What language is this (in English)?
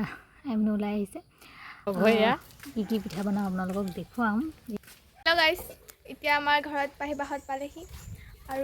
Assamese